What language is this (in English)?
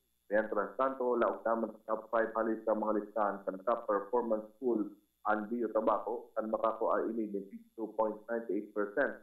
Bikol